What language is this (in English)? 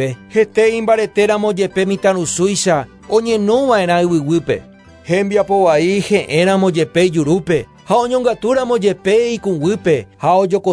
Guarani